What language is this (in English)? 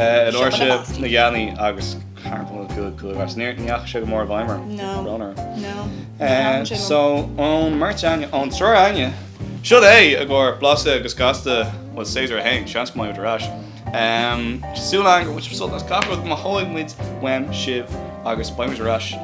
Irish